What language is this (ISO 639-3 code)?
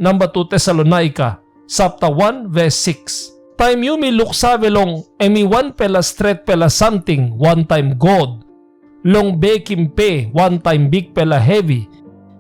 tpi